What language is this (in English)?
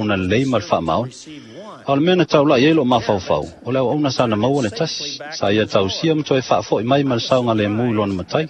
Samoan